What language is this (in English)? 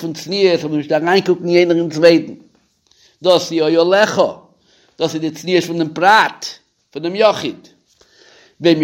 Yiddish